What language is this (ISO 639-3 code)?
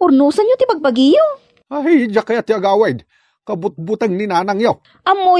ilo